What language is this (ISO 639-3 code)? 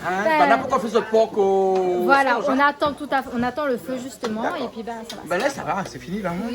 rcf